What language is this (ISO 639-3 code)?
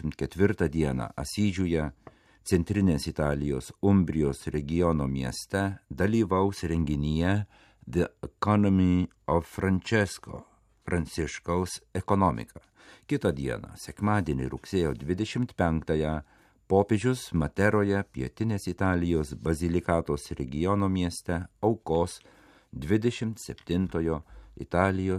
lit